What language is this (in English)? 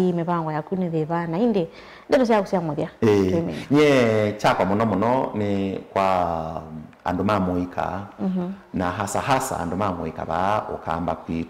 Kamba